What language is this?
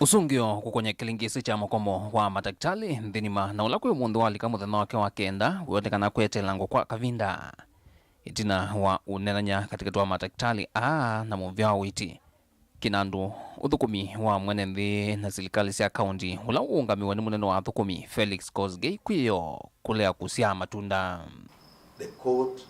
Kamba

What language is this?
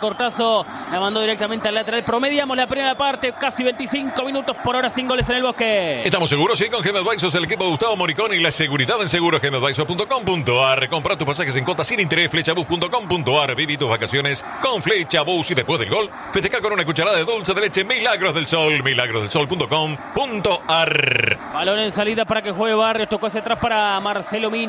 Spanish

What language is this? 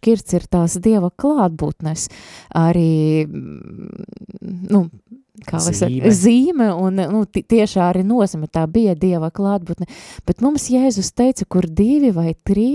Latvian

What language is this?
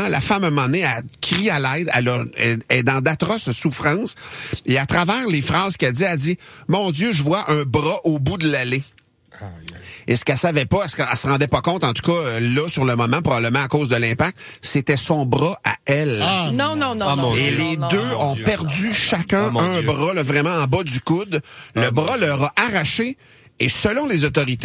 French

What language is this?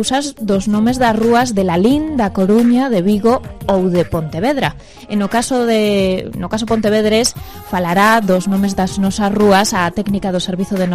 Galician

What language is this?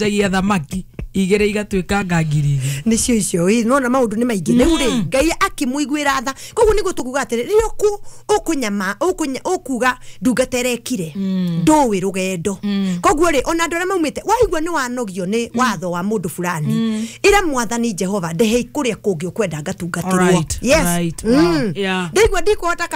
Kikuyu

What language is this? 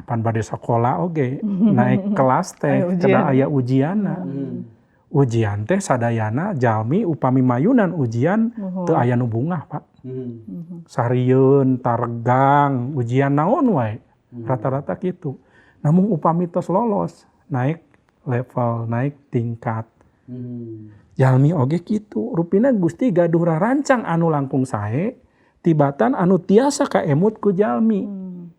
Sundanese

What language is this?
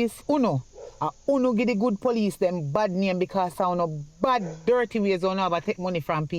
Jamaican Creole English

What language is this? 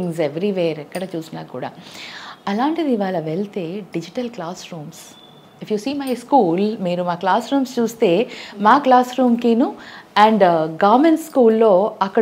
Telugu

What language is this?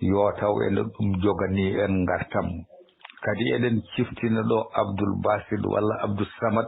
Fula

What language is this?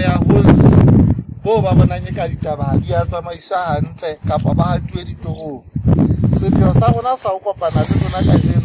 Southern Sotho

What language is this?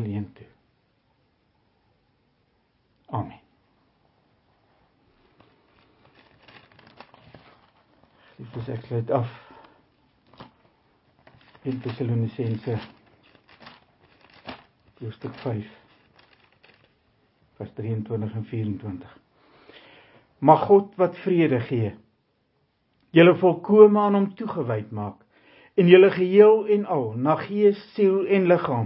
Afrikaans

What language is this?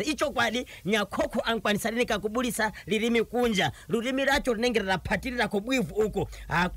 Shona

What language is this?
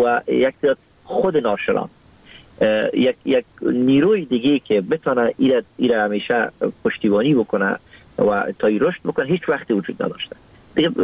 Persian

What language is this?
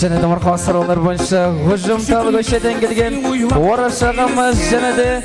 Kara-Kalpak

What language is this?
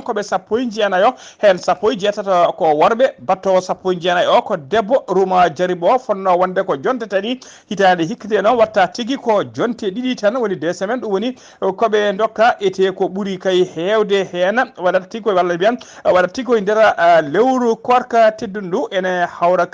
Fula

